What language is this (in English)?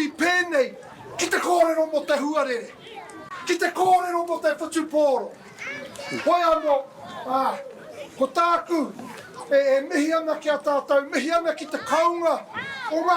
Māori